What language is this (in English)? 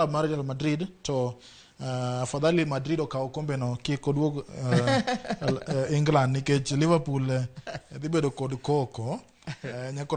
Luo (Kenya and Tanzania)